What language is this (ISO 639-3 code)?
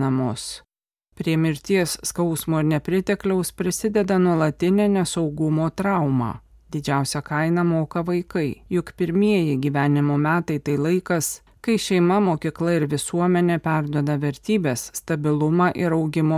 lit